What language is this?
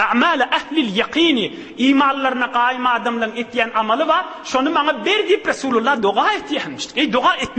Turkmen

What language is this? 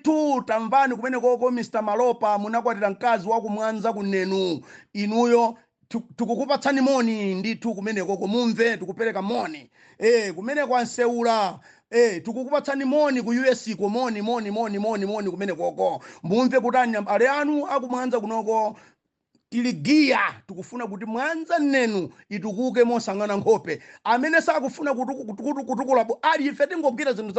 Nyanja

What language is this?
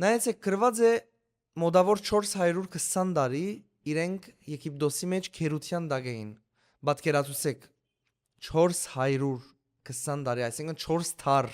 Western Armenian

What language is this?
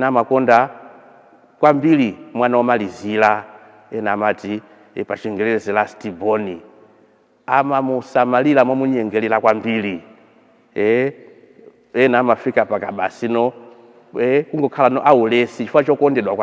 Nyanja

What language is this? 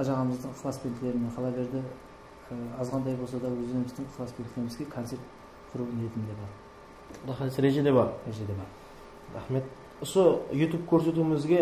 Kara-Kalpak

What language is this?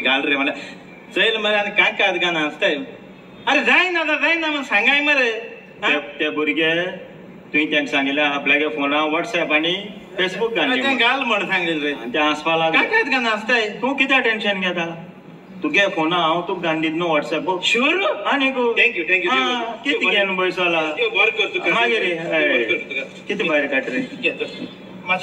Konkani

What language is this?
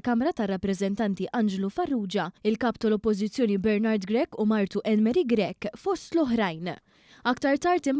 Maltese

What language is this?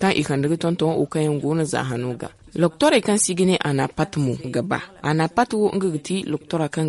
Zarma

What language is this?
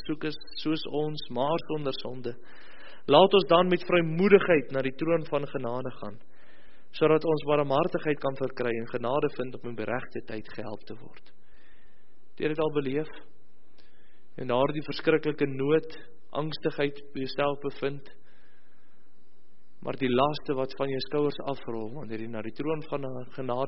Afrikaans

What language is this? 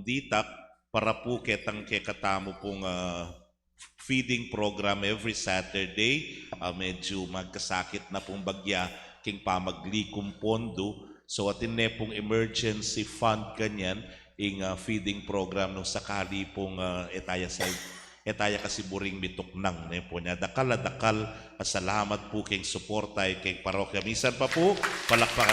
Pampanga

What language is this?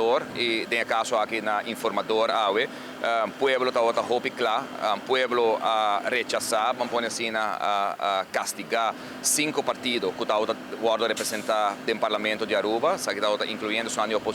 Papiamento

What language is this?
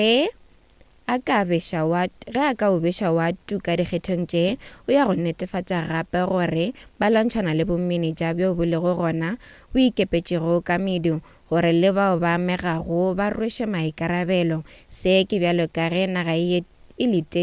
Northern Sotho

